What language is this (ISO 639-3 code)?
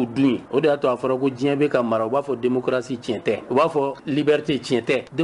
bam